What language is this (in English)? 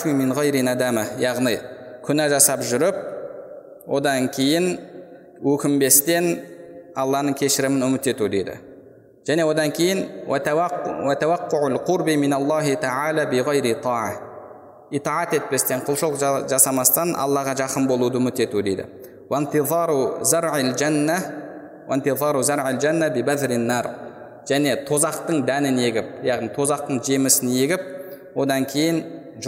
Kazakh